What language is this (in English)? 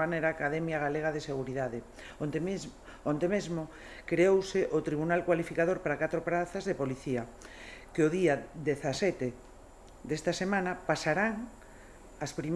Galician